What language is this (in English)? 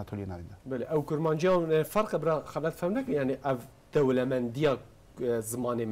Kurdish